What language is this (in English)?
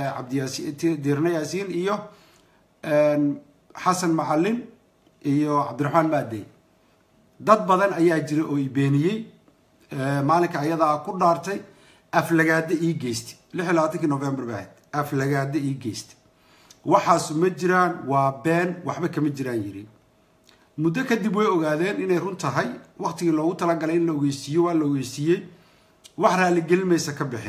Somali